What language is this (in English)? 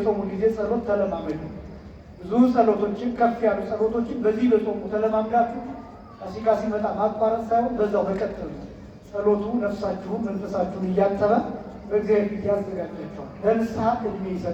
Amharic